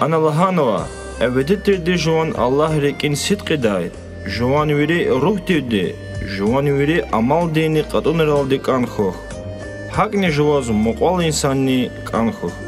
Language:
Lezghian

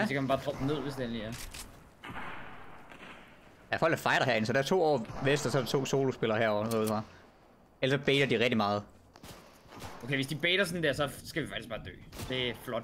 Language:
Danish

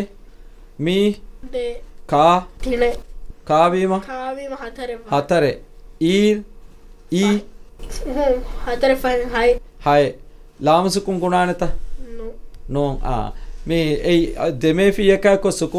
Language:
Divehi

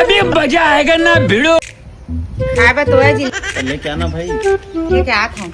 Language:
Chhattisgarhi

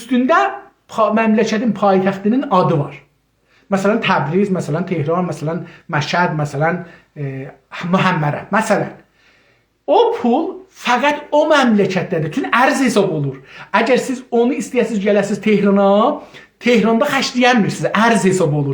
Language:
South Azerbaijani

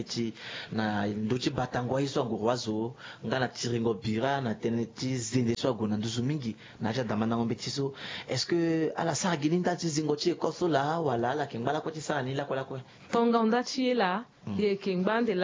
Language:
Sango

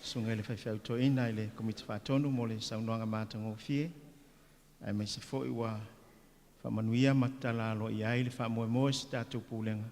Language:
Samoan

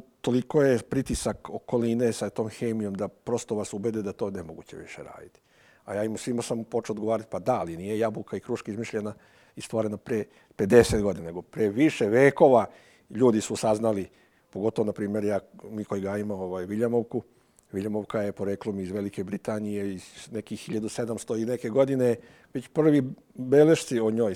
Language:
Serbian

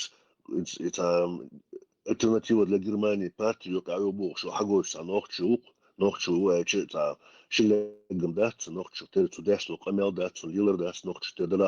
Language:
Chechen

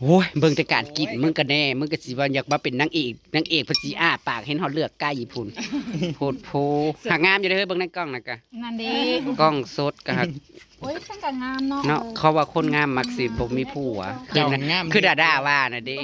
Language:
Northeastern Thai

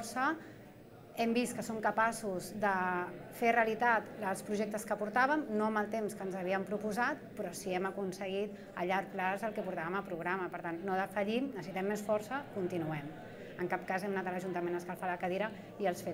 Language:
Catalan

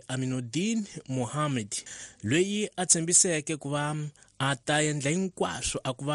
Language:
Tsonga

